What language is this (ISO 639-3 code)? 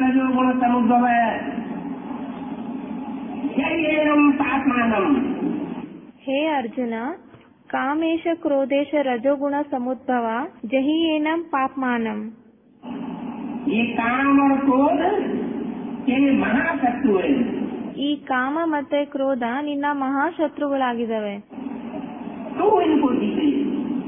kan